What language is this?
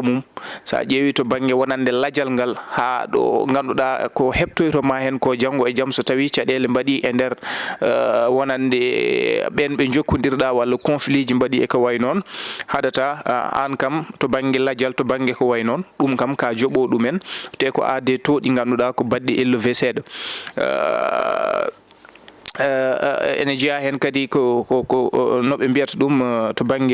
Fula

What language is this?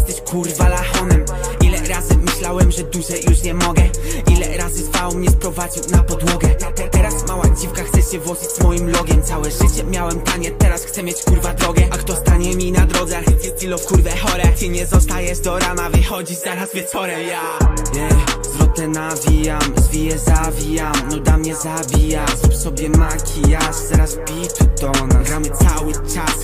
Polish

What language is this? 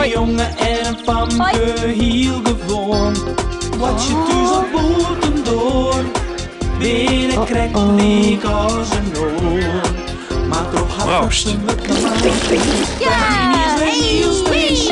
Western Frisian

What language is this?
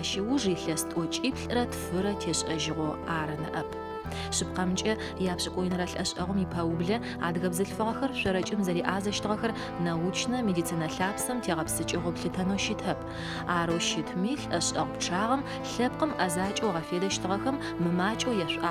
Adyghe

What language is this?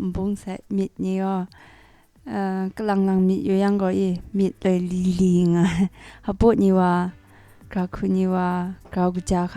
Kachin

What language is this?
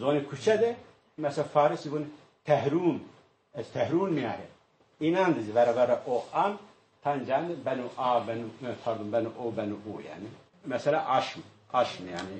Zaza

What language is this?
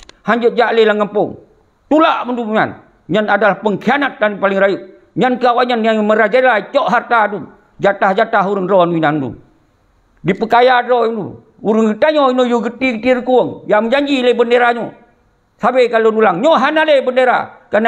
Achinese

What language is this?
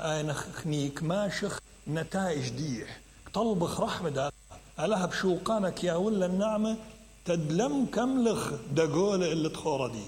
Mesopotamian Arabic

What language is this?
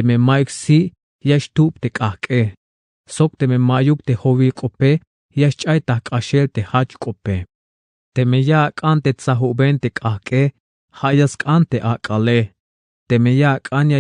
Tzeltal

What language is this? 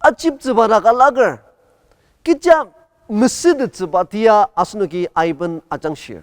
Ao Naga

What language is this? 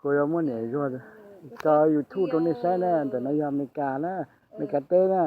Hmong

